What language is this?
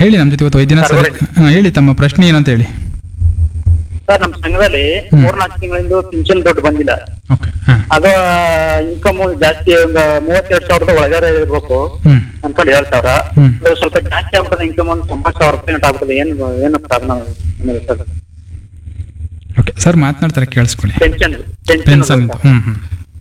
Kannada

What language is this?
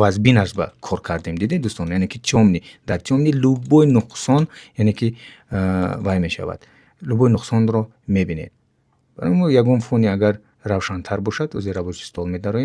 Tajik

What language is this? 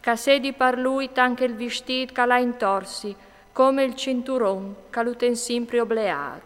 Friulian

